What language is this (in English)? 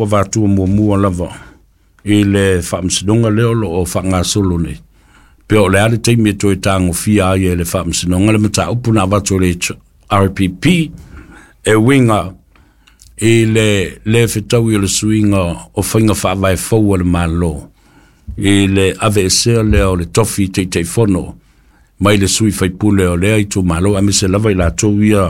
Samoan